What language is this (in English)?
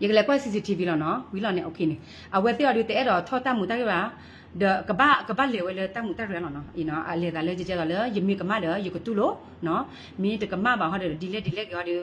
S'gaw Karen